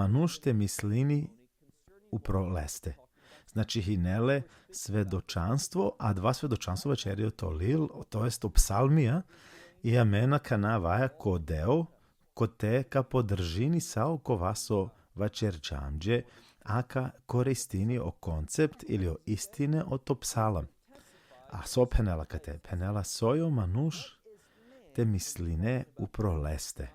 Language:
Balkan Romani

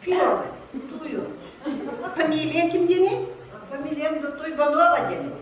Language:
Yakut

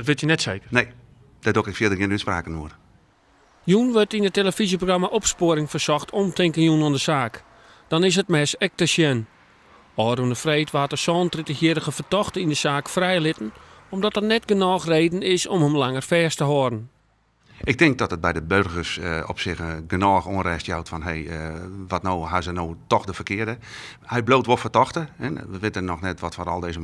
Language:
Western Frisian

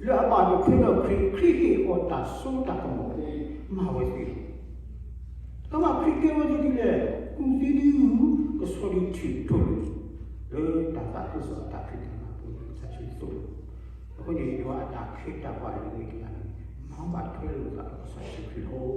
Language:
S'gaw Karen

